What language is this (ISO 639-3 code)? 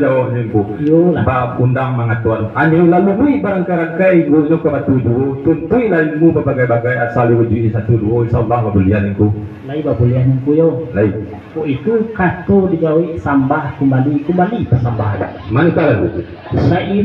min